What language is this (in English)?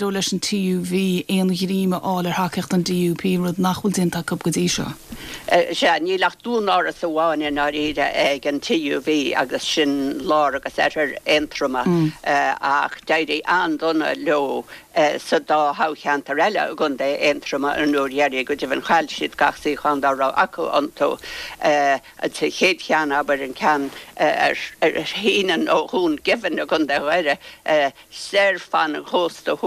Irish